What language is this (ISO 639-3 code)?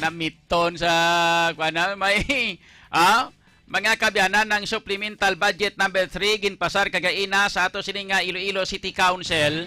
hil